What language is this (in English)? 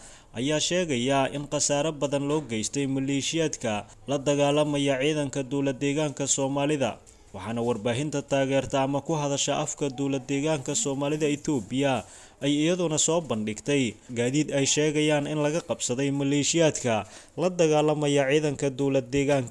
Somali